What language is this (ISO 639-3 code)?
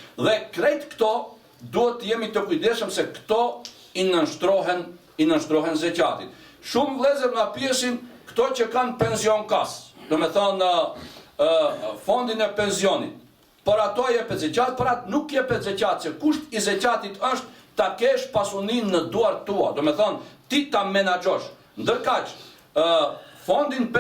sqi